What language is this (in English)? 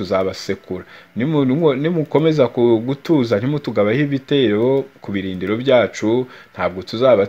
Kinyarwanda